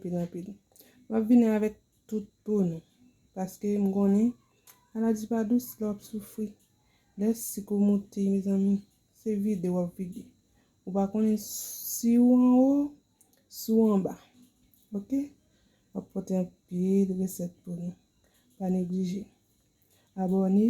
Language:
Haitian Creole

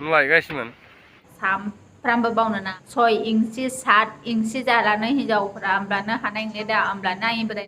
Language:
Bodo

